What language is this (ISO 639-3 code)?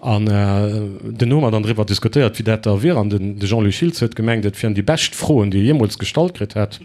ltz